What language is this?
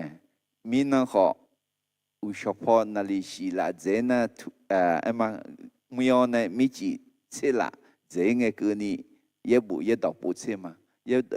Akha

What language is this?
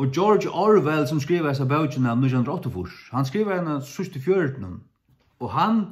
Faroese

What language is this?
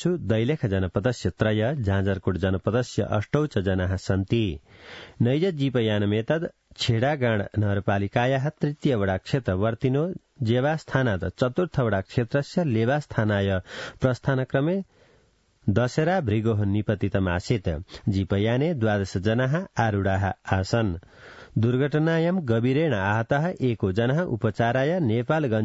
Sanskrit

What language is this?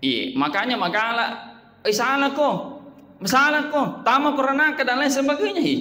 Buginese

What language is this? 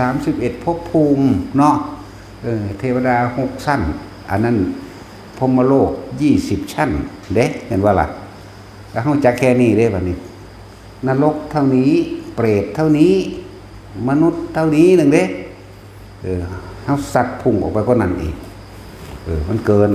Northeastern Thai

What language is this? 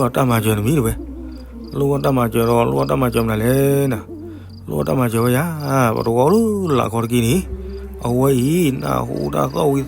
S'gaw Karen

